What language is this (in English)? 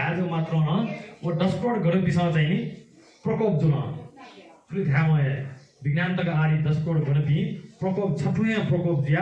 Newari